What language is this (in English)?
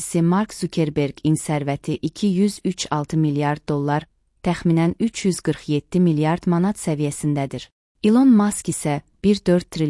Azerbaijani